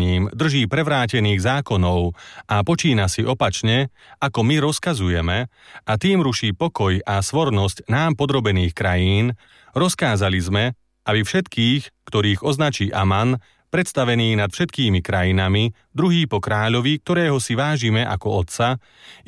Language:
Slovak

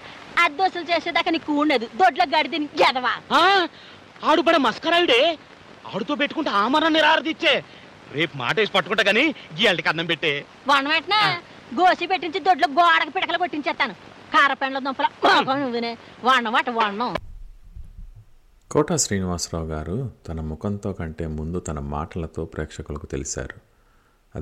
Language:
Telugu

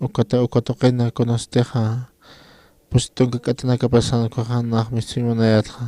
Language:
Aymara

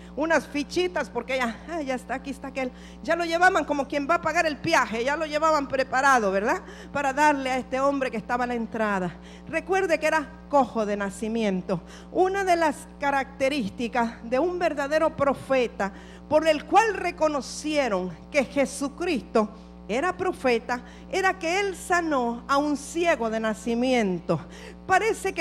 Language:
Spanish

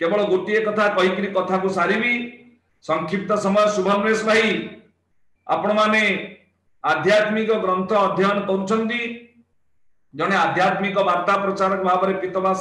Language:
Odia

